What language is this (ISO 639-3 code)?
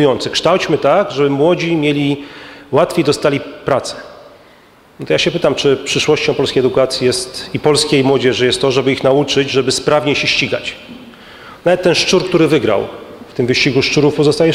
pol